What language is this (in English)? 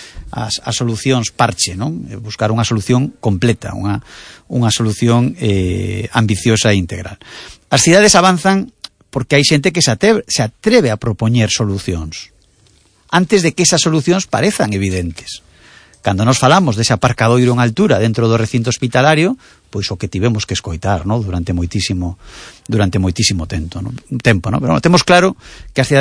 Galician